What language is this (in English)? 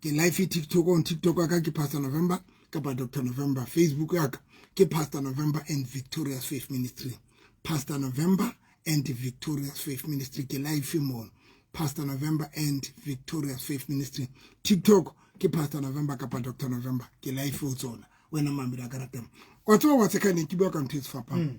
Southern Sotho